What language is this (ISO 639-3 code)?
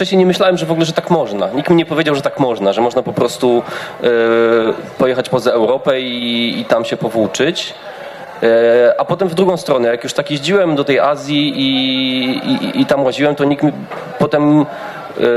pol